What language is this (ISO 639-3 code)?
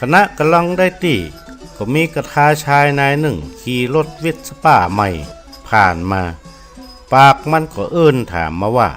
nod